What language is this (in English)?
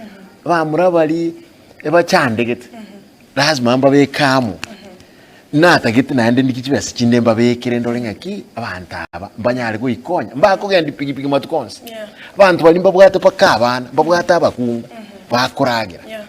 Gusii